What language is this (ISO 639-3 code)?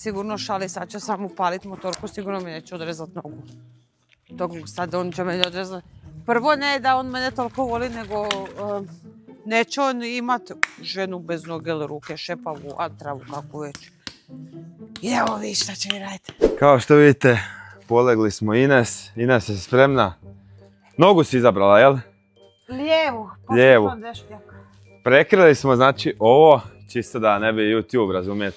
hrv